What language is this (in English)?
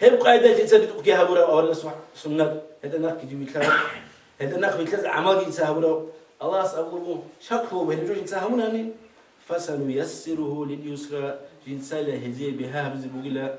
Avaric